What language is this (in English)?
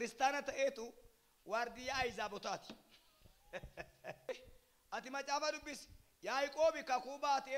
Oromo